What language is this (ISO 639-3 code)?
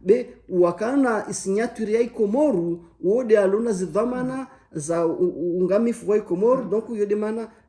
zdj